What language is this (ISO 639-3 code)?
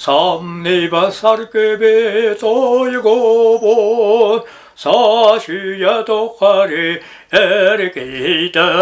sah